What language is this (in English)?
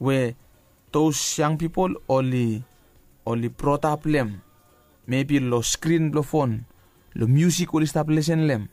Bislama